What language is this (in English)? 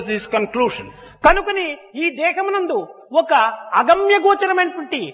Telugu